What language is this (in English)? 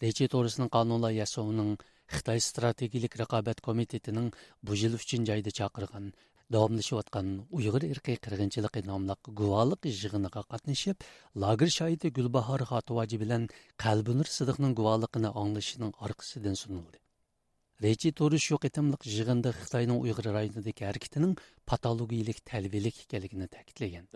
Uyghur